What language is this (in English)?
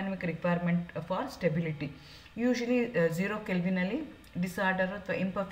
Kannada